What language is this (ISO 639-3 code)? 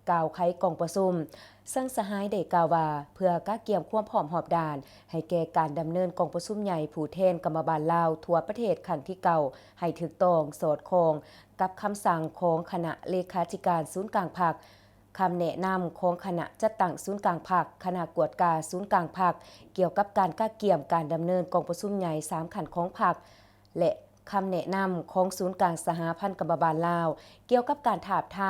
lao